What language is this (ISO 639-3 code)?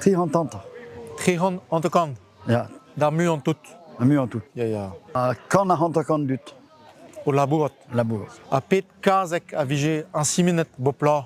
bre